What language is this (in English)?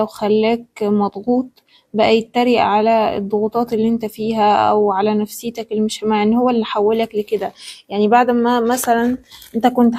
Egyptian Arabic